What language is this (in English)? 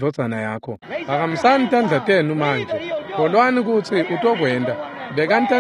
Swati